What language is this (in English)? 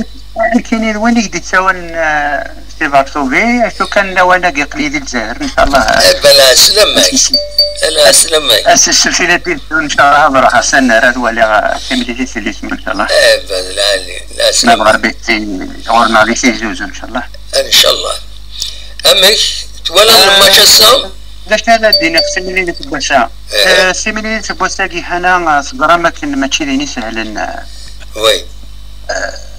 Kabyle